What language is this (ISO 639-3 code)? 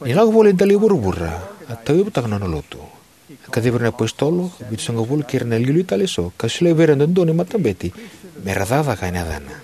fij